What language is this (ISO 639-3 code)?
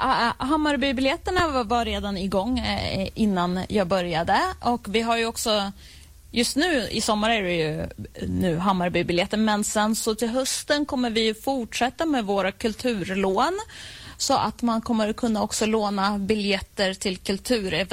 swe